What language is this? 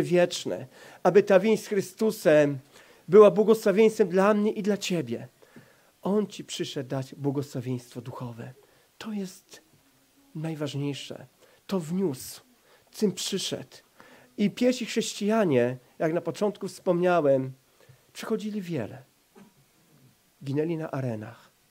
Polish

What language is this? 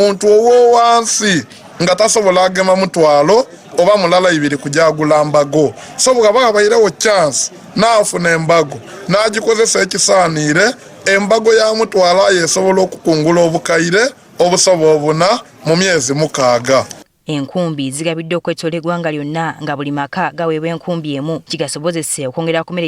Ganda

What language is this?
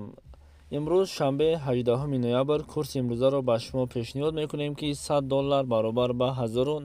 Tajik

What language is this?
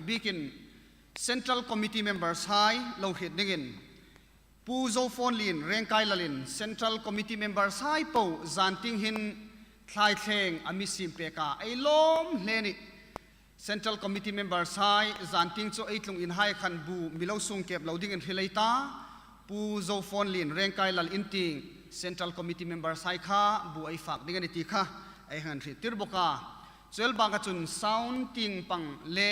Hmar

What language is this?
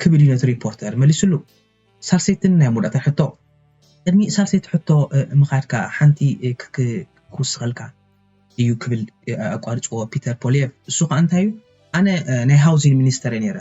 Tigrinya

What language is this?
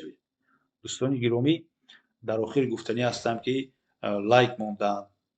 Tajik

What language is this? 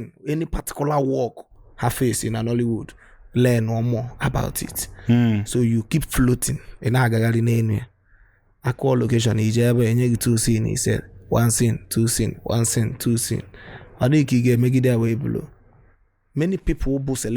Igbo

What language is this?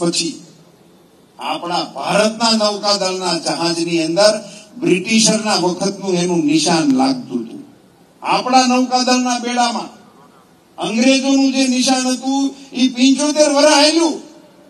Gujarati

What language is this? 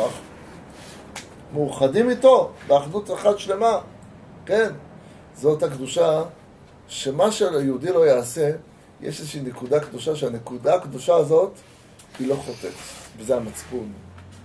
Hebrew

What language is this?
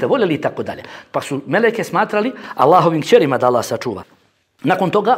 Bosnian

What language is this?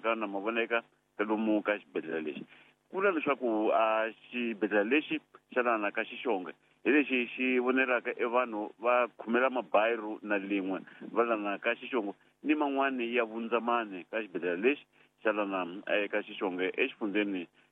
Tsonga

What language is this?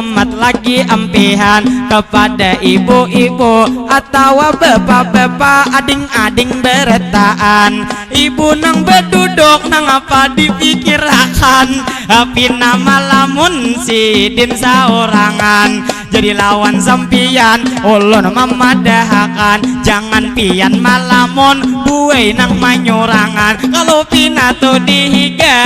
Banjar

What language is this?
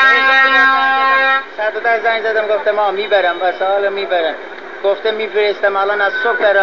Persian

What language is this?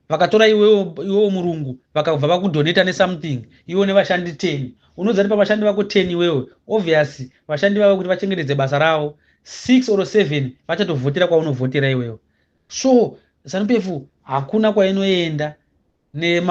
Shona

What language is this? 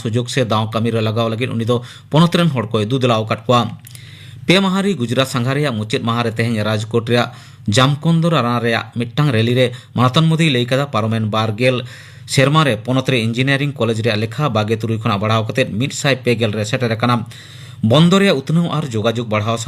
Santali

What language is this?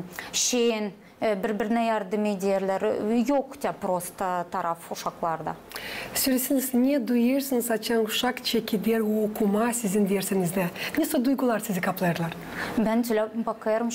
Gagauz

